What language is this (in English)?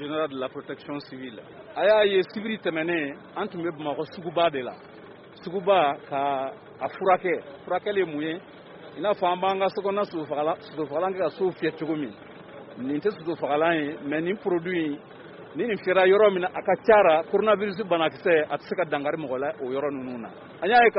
Bambara